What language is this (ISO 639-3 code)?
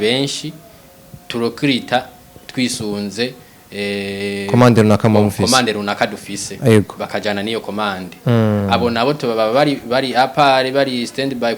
run